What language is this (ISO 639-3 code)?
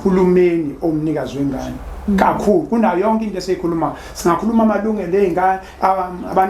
zul